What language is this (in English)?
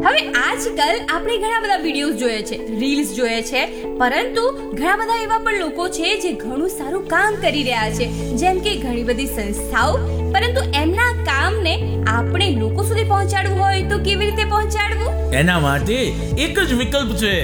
Gujarati